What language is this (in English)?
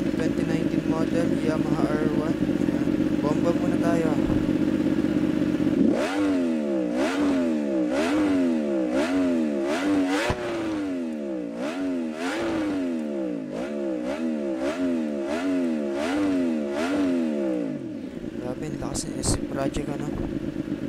Filipino